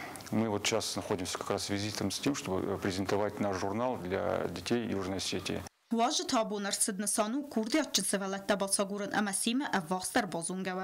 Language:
Ossetic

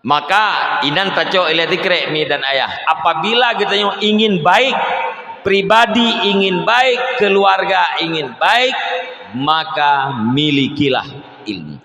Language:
Achinese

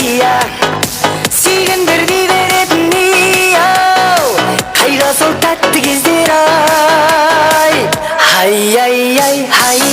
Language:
Kara-Kalpak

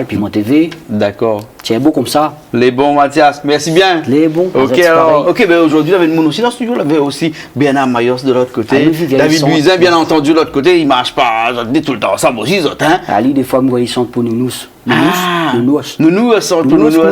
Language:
Réunion Creole French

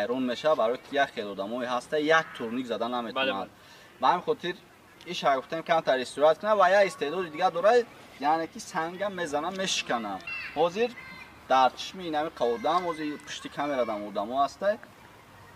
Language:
Tajik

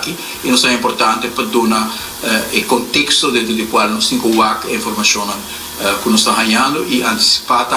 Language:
Papiamento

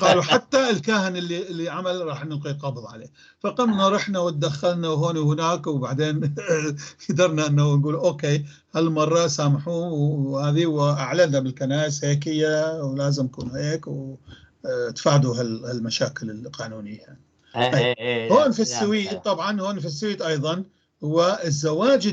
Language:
North Levantine Arabic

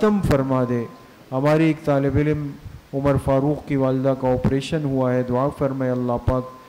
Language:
Urdu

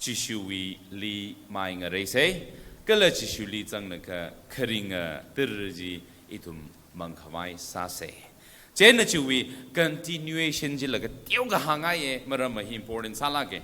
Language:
Tangkhul Naga (India)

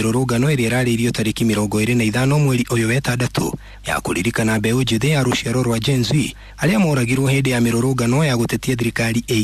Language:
Kikuyu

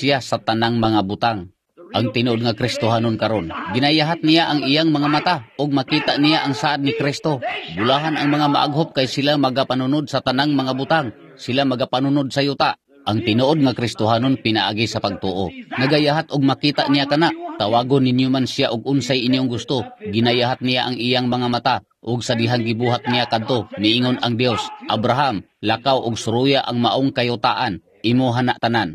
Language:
Cebuano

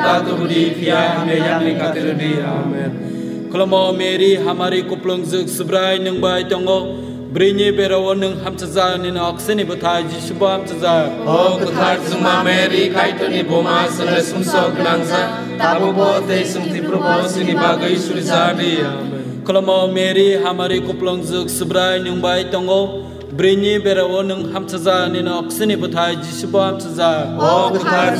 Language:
Kok Borok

